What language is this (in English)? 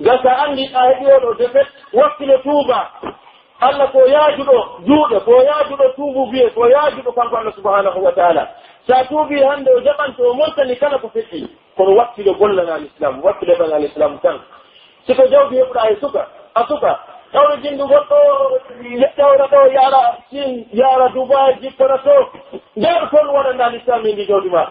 Pular